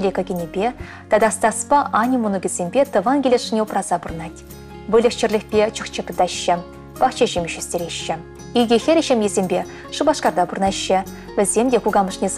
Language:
Chuvash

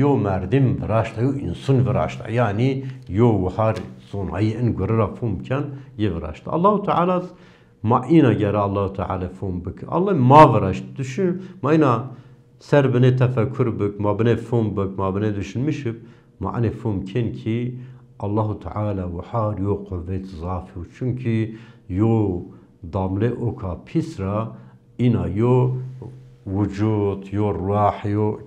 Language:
Zaza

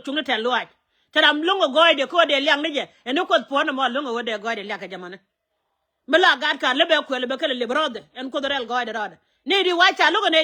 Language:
Nuer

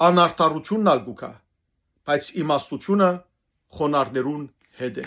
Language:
Western Armenian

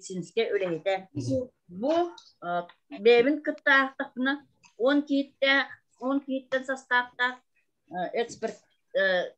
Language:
Yakut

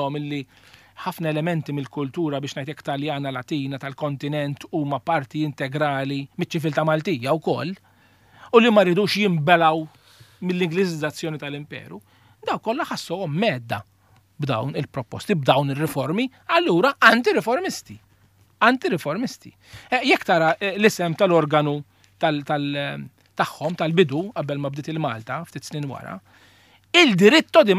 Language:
Maltese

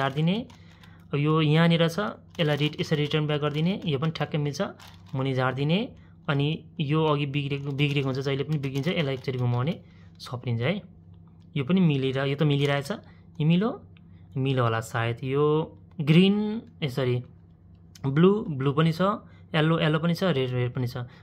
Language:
Nepali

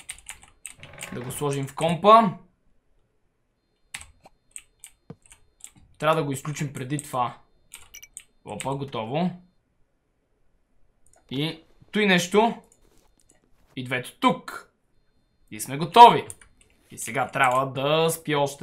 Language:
Bulgarian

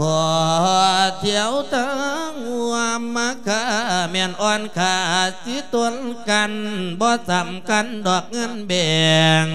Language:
Lao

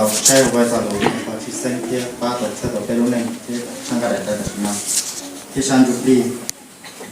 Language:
Hmong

